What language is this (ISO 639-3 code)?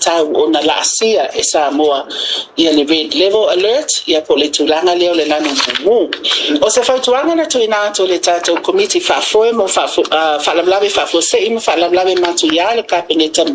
smo